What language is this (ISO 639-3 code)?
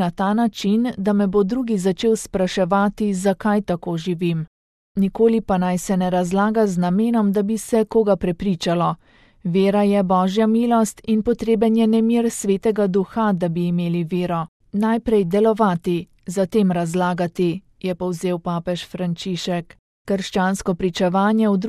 slv